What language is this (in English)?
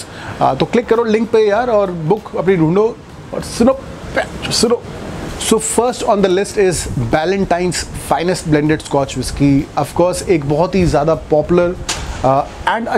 Hindi